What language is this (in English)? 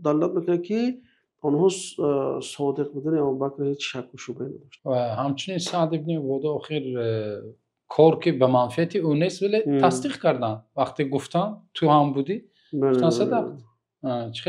Tajik